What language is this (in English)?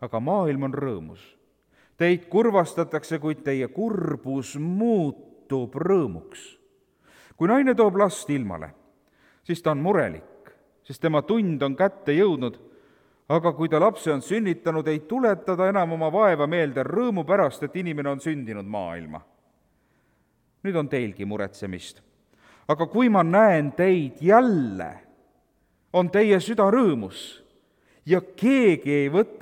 Estonian